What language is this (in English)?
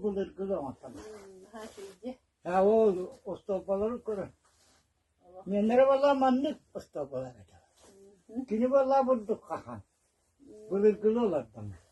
Yakut